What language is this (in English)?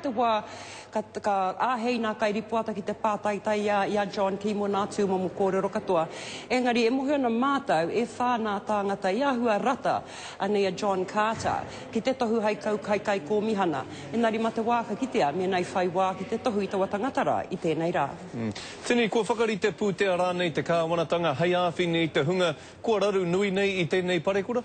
Māori